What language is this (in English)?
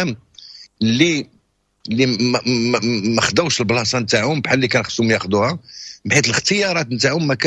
Moroccan Arabic